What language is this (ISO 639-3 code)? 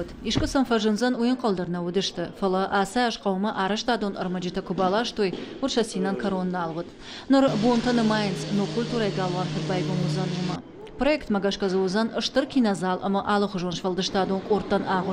oss